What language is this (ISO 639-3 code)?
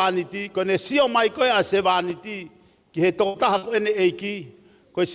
ton